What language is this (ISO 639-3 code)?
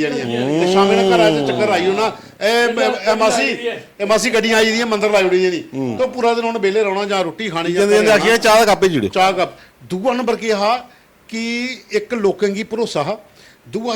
doi